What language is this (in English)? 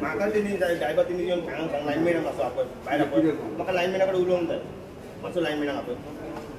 Konkani